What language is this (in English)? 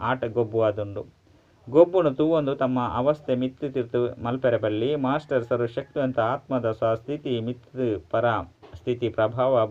Tulu